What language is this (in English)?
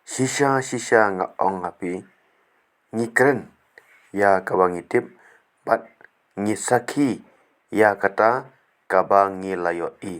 Khasi